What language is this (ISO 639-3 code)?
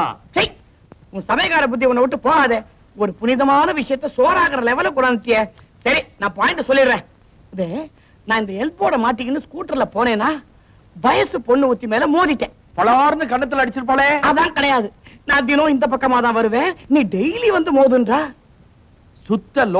tam